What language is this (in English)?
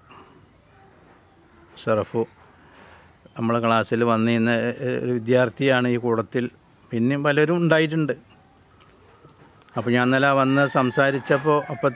Malayalam